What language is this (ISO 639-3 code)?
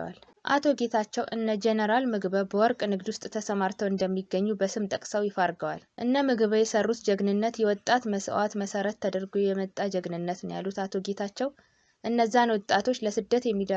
amh